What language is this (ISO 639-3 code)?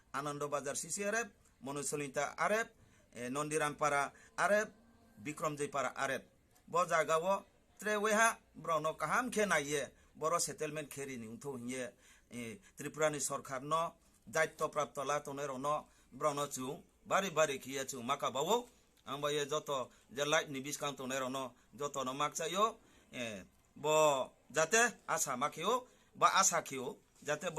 ria